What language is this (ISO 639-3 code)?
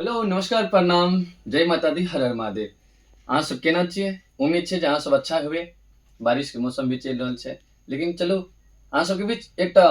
mai